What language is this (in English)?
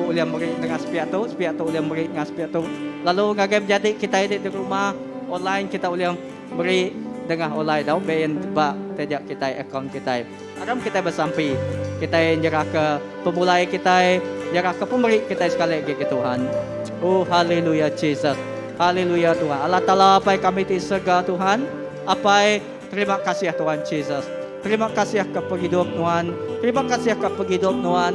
Iban